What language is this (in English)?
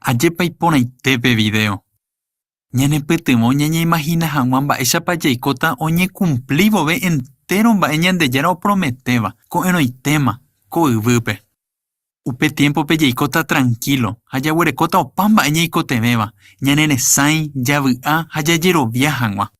Guarani